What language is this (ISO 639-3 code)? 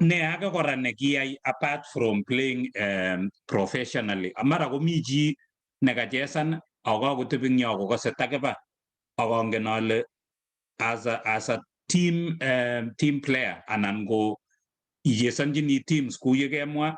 kln